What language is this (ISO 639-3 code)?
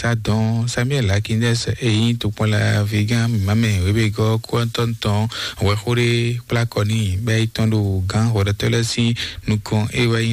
fon